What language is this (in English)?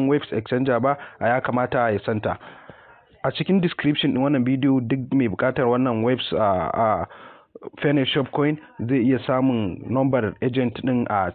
Hausa